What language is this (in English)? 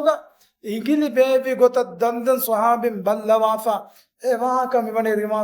Divehi